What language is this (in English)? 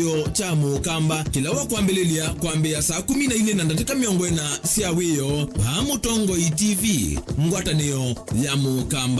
Kamba